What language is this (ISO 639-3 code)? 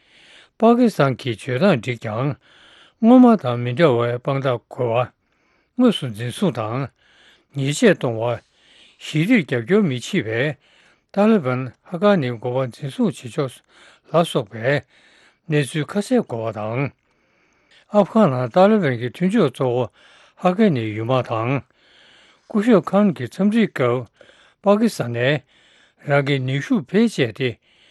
bod